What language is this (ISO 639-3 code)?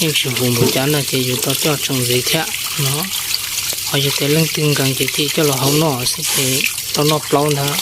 hmn